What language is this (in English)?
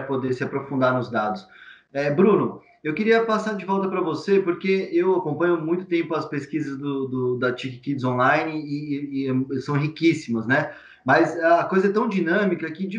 Portuguese